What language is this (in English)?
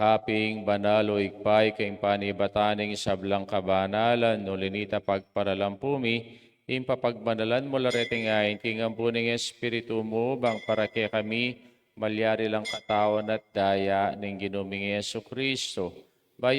Pampanga